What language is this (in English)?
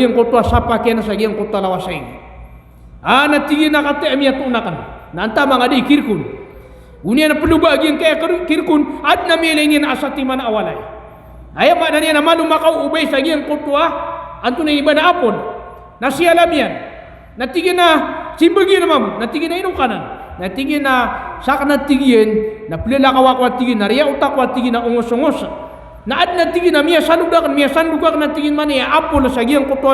Maranao